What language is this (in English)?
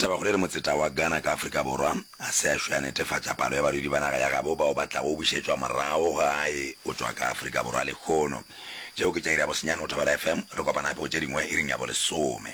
Northern Sotho